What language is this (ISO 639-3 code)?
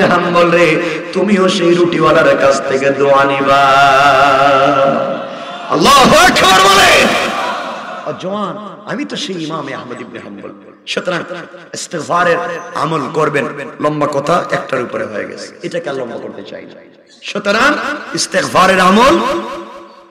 ben